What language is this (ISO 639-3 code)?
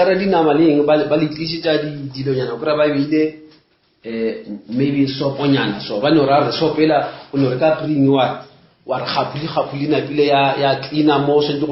nso